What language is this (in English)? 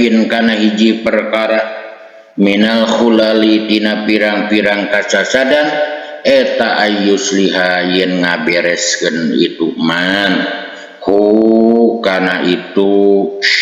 Sundanese